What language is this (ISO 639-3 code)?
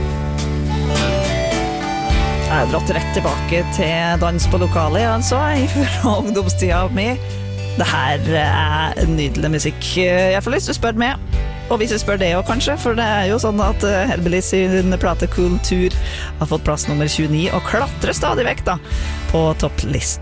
nor